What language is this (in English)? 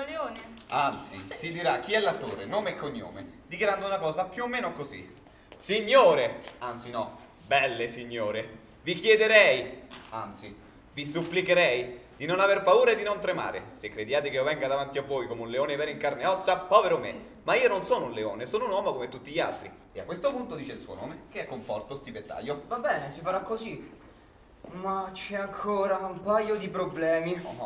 Italian